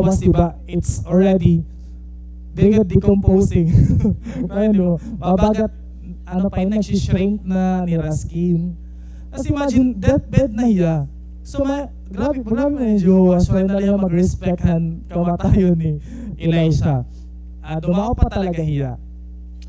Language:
Waray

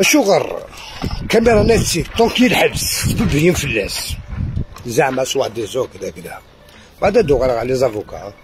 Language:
Algerian Arabic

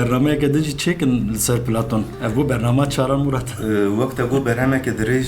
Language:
Kurdish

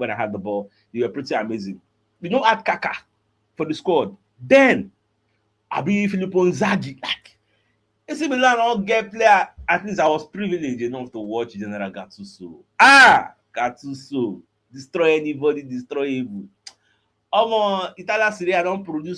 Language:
Nigerian Pidgin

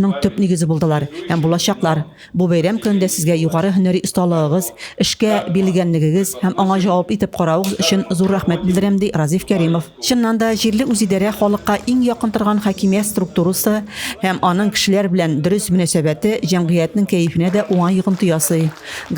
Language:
Tatar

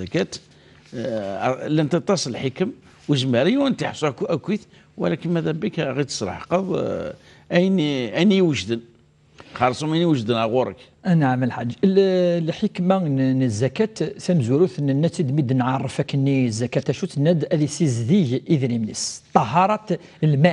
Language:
Kabyle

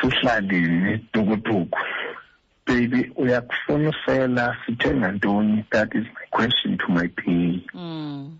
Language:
Xhosa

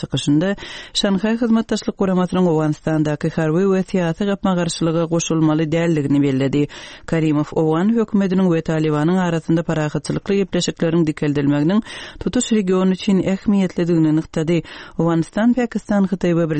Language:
Turkmen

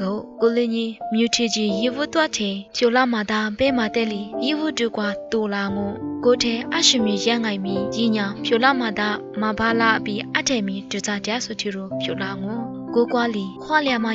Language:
Lisu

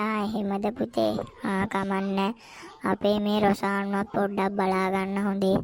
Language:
Sinhala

